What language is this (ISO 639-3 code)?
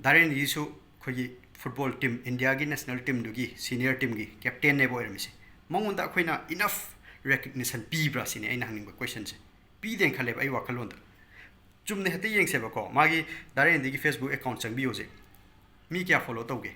mni